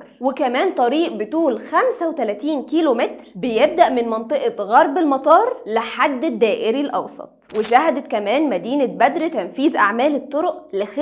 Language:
Egyptian Arabic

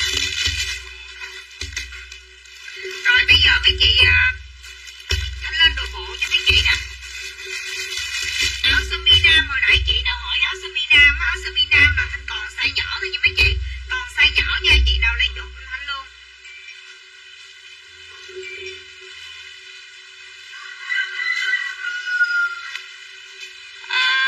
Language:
Vietnamese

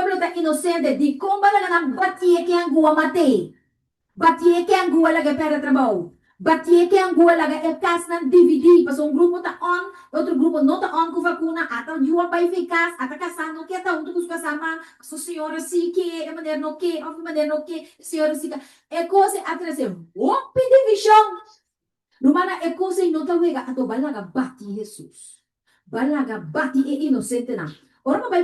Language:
Papiamento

